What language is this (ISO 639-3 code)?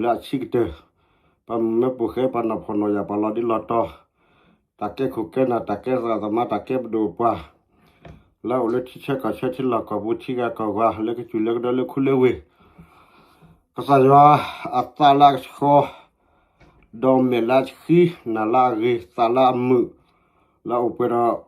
ksw